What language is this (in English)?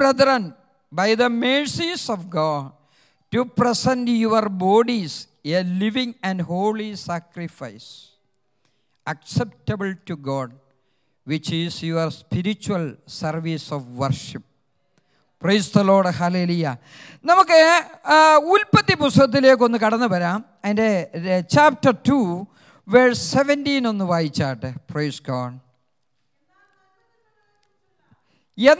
Malayalam